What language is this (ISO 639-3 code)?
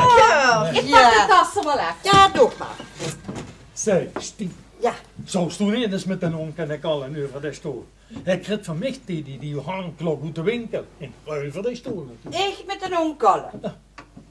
lim